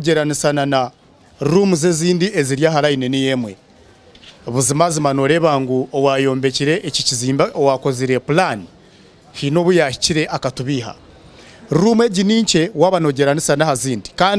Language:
Nyankole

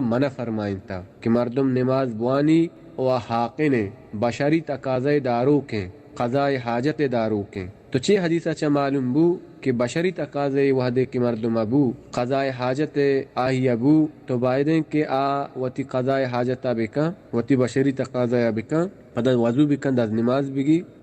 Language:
Baluchi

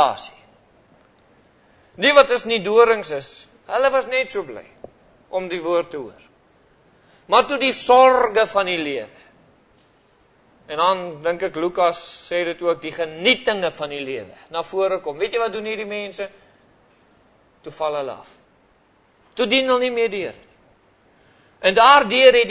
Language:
Afrikaans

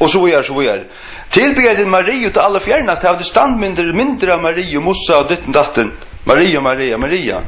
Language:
Faroese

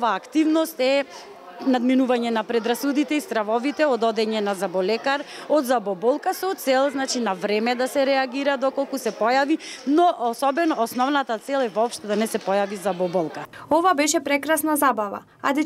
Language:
Macedonian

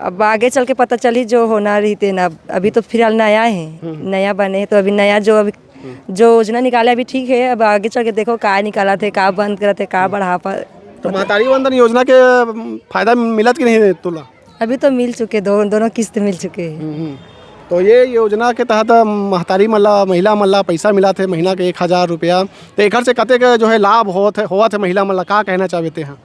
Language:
Chhattisgarhi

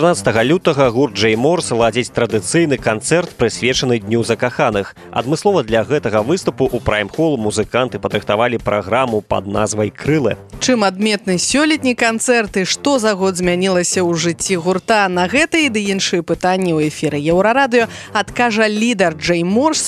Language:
Belarusian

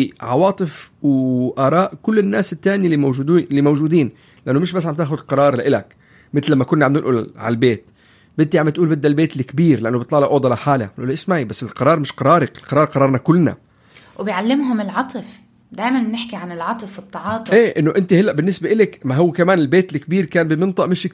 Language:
North Levantine Arabic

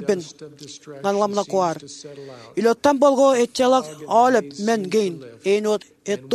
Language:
Marshallese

